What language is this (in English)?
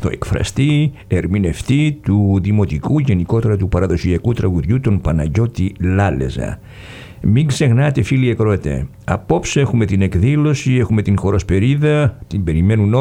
Greek